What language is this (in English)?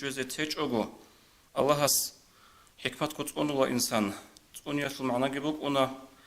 Avaric